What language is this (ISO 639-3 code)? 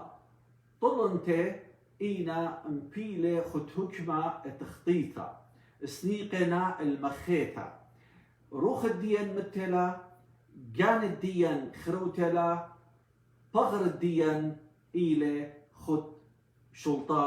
aii